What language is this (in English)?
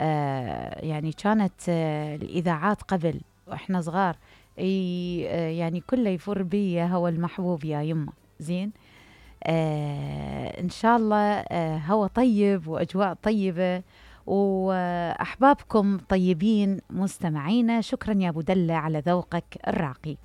Mesopotamian Arabic